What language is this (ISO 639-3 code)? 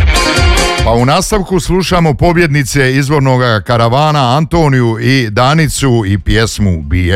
hrv